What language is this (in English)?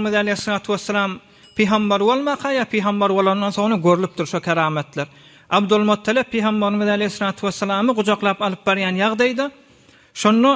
Turkmen